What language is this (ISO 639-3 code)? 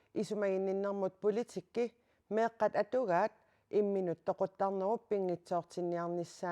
kal